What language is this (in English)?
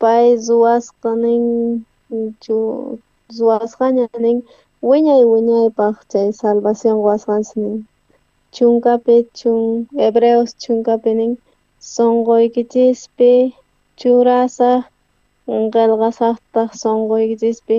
South Bolivian Quechua